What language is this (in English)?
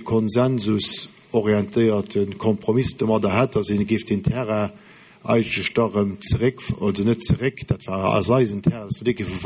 Luxembourgish